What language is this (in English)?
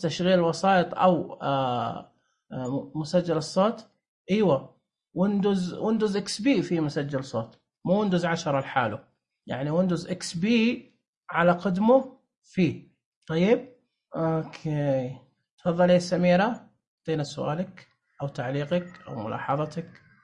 Najdi Arabic